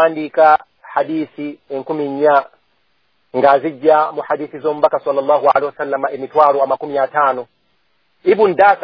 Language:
Ganda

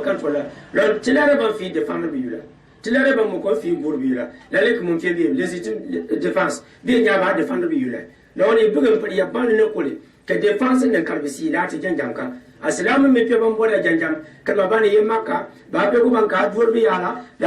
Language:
Gourmanchéma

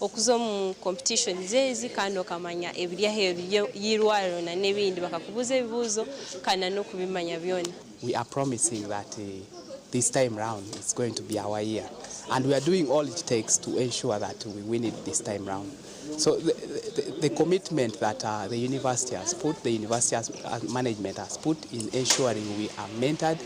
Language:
Nyankole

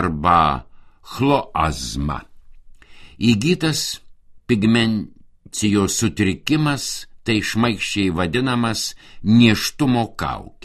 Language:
Lithuanian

